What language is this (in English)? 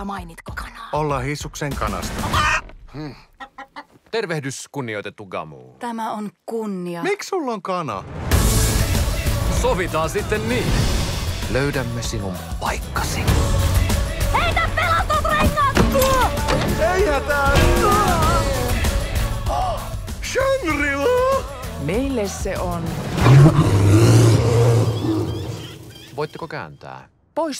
Finnish